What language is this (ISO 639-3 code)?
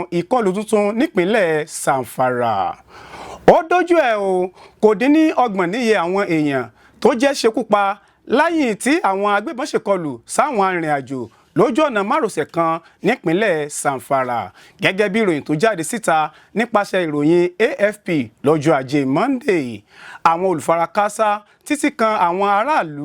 yor